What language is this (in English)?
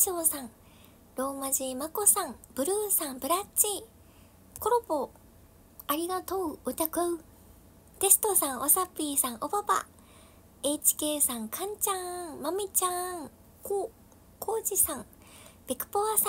Japanese